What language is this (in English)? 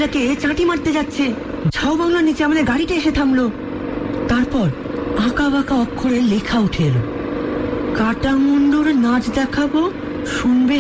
Bangla